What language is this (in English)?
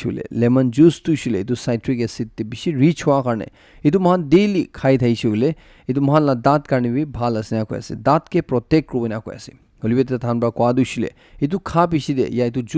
Naga Pidgin